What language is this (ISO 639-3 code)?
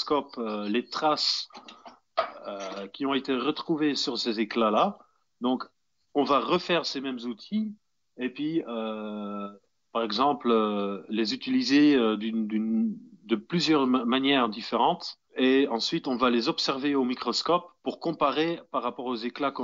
fra